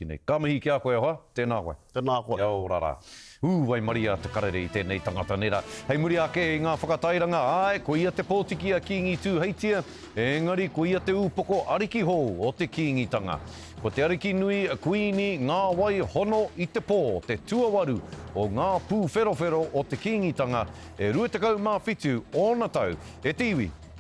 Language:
Māori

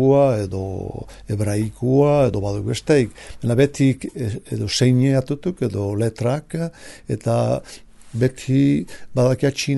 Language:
Basque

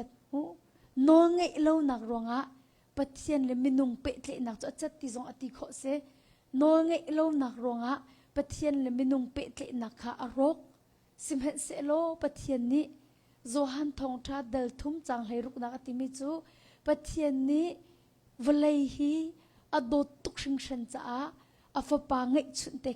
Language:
Hakha Chin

